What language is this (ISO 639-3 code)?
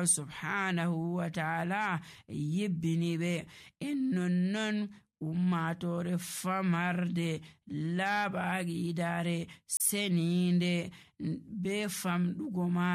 fuv